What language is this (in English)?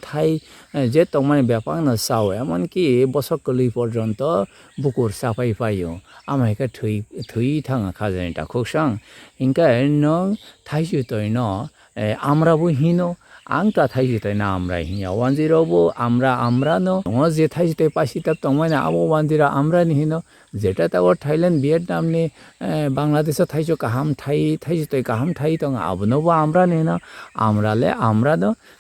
Kok Borok